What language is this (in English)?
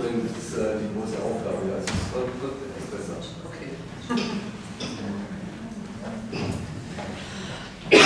German